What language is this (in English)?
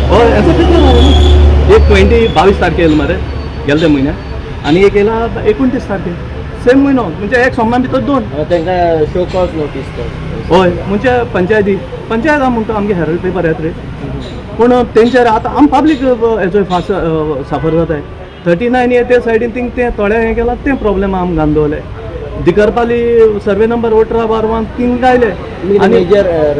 Konkani